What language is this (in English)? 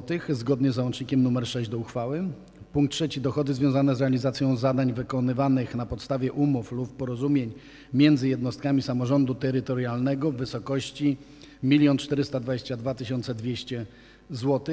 Polish